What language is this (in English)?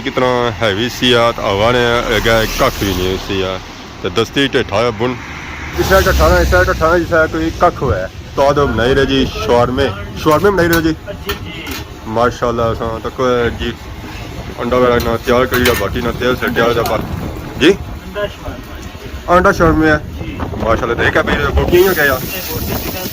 Pahari-Potwari